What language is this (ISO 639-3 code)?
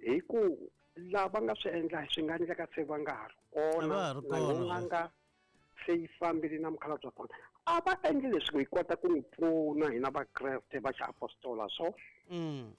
tso